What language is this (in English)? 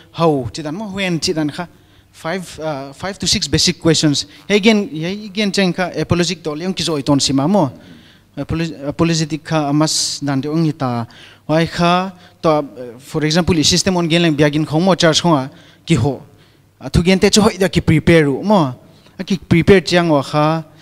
Paite Chin